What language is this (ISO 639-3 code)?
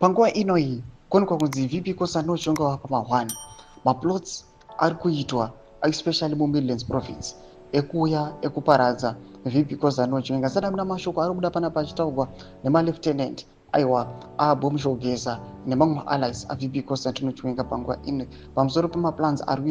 sna